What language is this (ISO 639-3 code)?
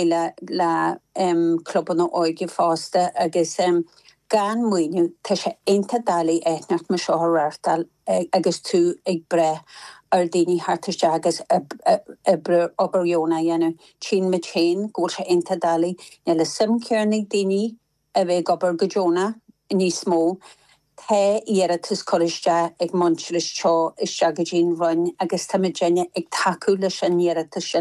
gle